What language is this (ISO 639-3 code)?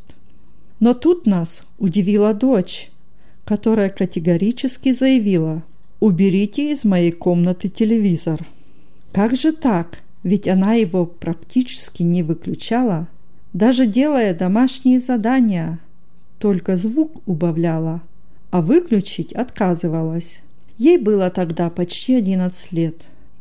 rus